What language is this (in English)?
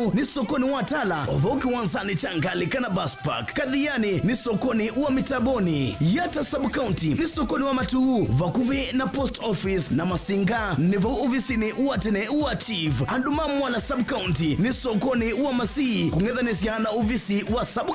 Kamba